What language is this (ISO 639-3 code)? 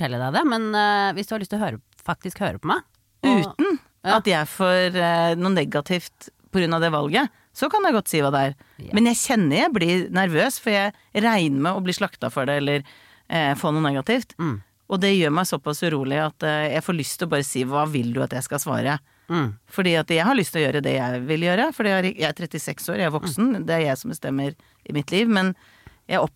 nor